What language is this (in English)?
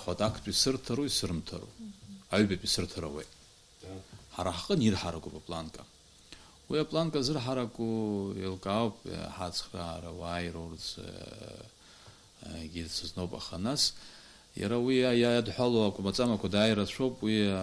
Abkhazian